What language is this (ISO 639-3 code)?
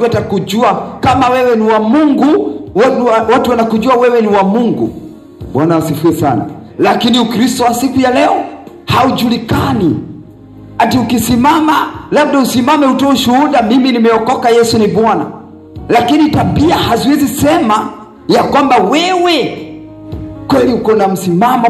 swa